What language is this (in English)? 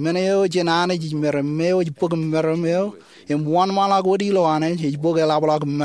Marshallese